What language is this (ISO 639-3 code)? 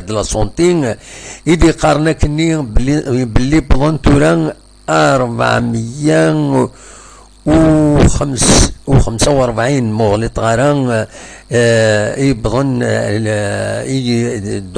kab